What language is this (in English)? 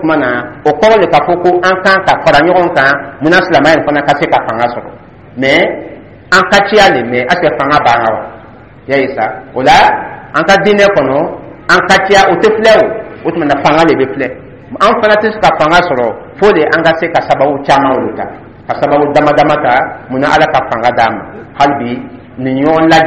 Dyula